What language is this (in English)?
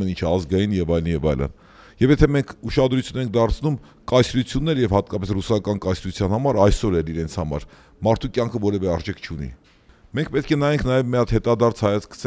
Armenian